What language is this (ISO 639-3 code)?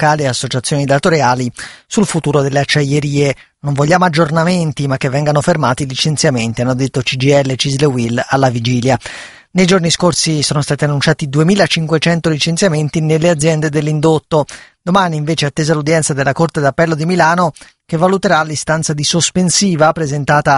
ita